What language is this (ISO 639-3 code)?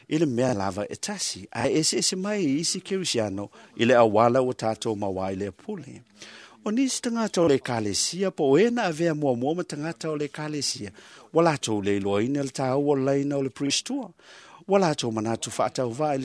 smo